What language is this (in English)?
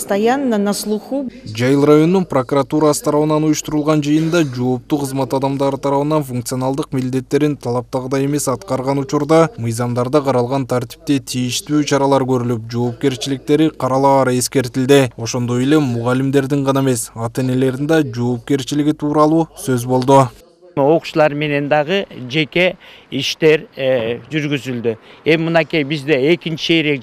Kyrgyz